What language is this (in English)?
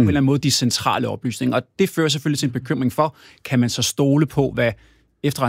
Danish